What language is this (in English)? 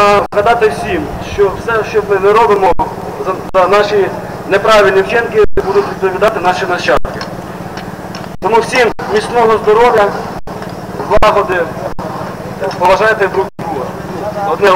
Ukrainian